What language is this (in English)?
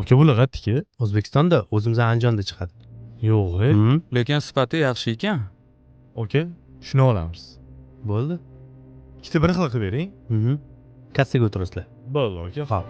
Uzbek